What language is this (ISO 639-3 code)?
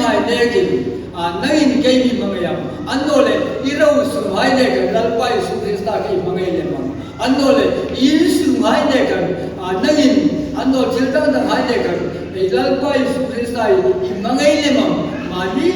hmr